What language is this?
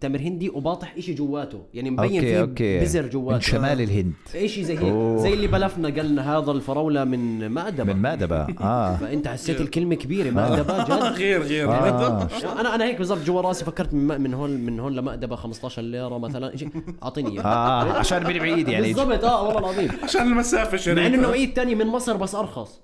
North Levantine Arabic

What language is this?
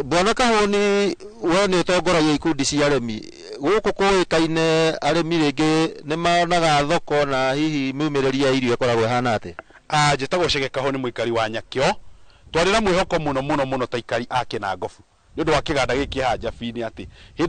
Kikuyu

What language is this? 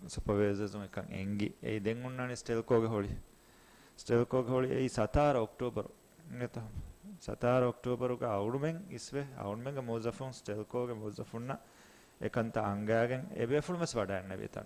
Divehi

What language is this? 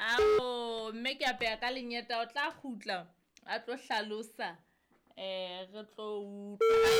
Southern Sotho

